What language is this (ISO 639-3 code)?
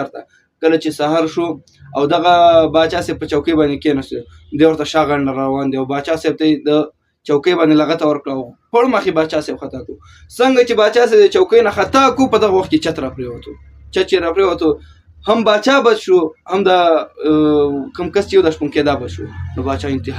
pus